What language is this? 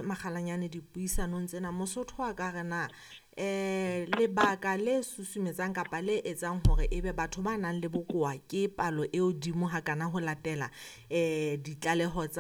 Southern Sotho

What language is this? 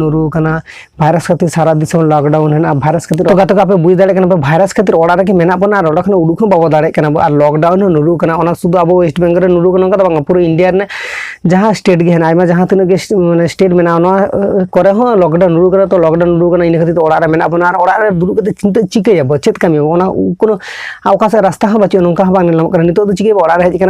Santali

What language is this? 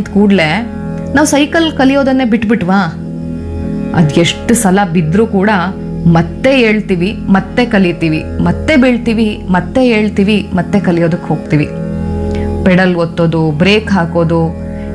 Kannada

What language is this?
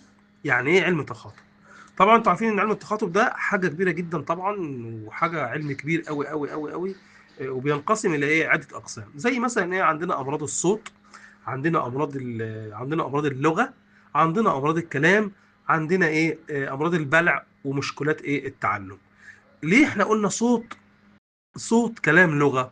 Egyptian Arabic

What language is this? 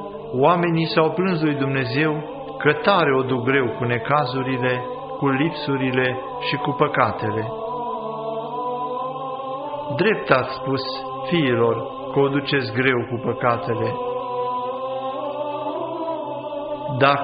Romanian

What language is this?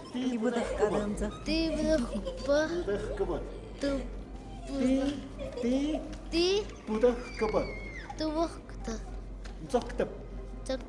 Tlahuitoltepec Mixe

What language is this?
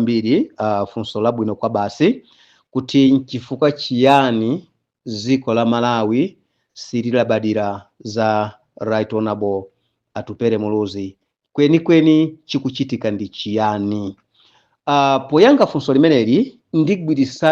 Nyanja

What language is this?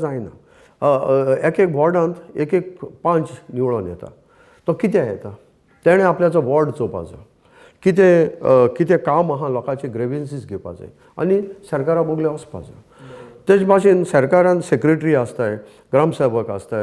Konkani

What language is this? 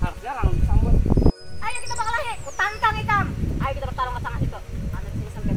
Banjar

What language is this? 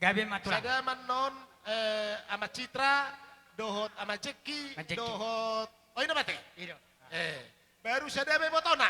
Batak Toba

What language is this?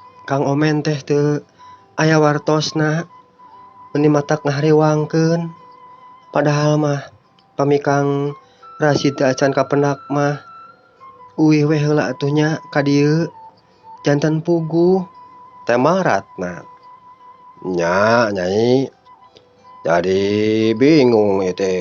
Sundanese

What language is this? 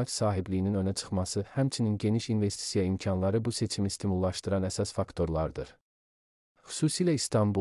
Azerbaijani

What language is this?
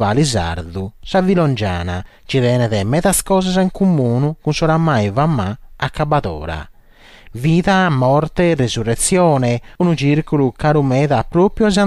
Sardinian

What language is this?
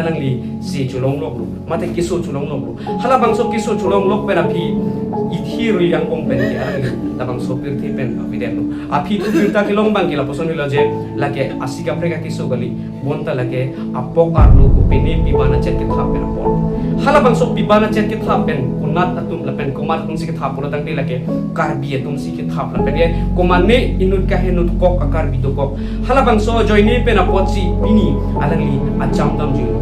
Karbi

